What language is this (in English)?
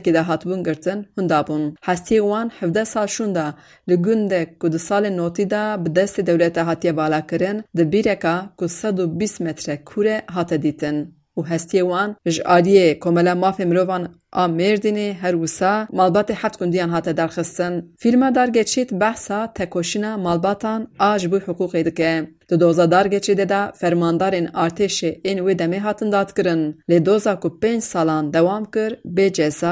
Kurdish